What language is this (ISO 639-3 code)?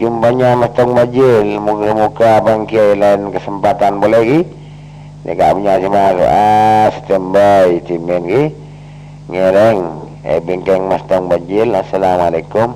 mad